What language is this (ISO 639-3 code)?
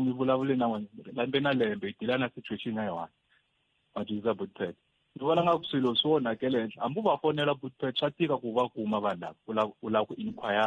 tso